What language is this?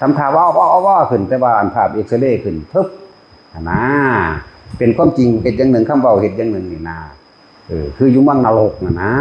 Northeastern Thai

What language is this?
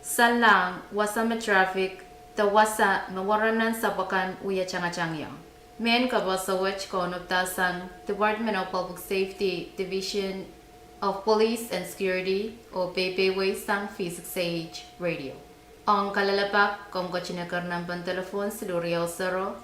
Pohnpeian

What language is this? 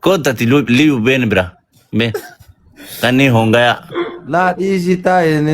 Oromo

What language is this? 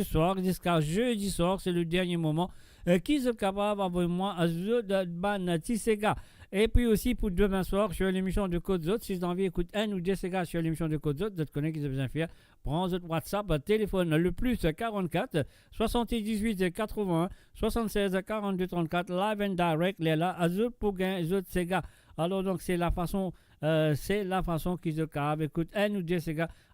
Morisyen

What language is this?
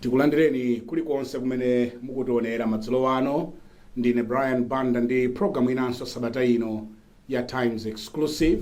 Nyanja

